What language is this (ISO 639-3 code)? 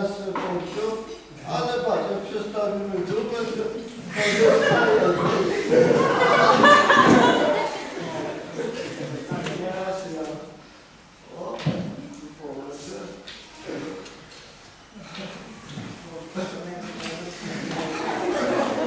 pol